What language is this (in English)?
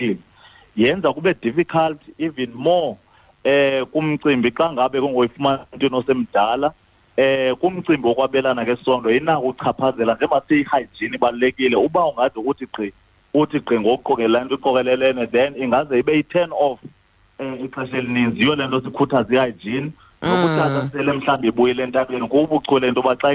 Xhosa